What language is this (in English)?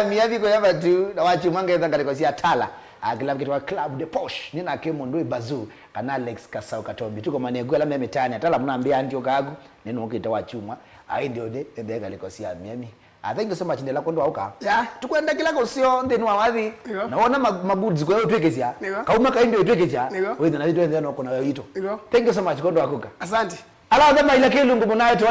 Kamba